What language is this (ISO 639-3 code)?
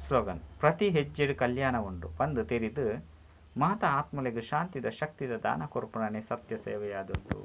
tcy